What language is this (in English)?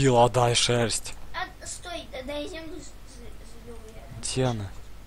Russian